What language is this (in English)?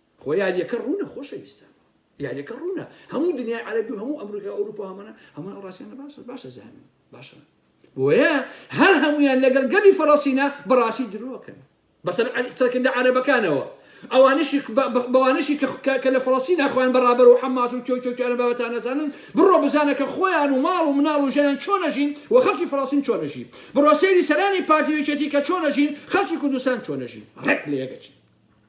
Central Kurdish